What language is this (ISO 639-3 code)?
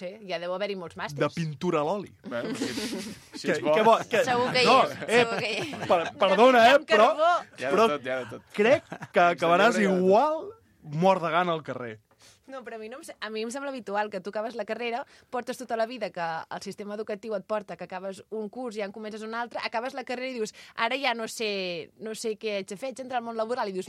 cat